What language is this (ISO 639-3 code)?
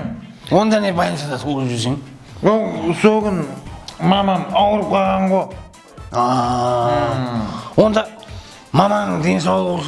kaa